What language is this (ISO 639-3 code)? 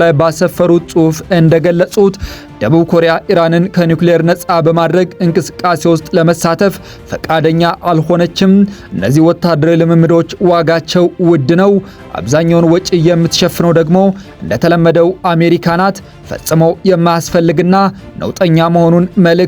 amh